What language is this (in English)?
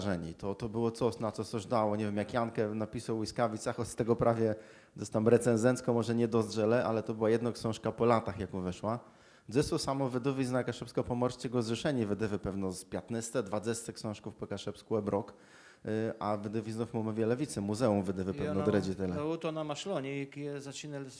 Kashubian